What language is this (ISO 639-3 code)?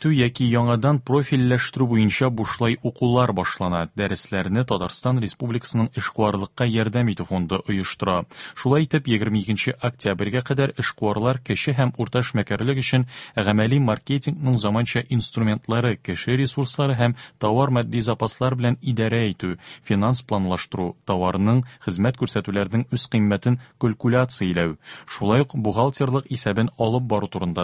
tat